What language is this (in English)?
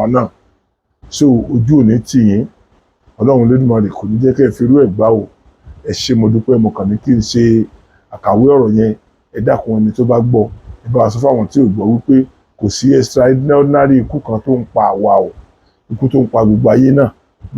Yoruba